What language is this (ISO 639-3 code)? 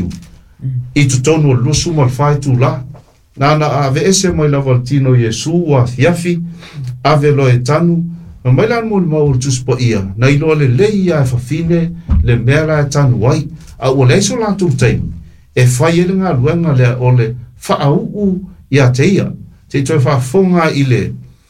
smo